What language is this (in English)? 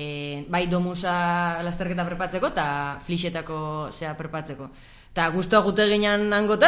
Basque